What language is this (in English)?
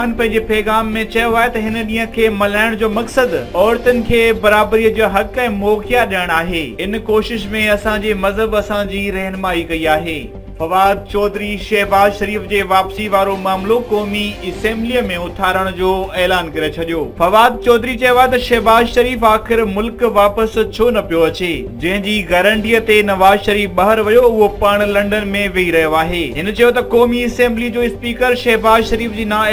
Sindhi